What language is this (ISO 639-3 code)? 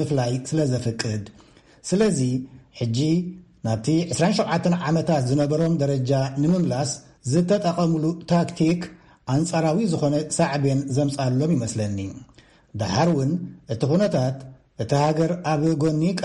tir